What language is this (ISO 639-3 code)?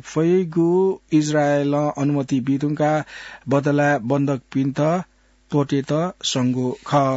new